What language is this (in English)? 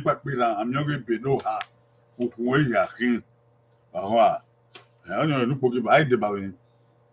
Bini